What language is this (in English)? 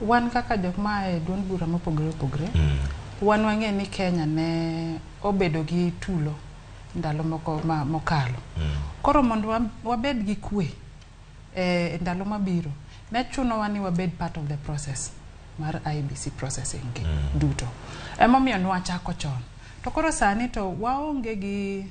Luo (Kenya and Tanzania)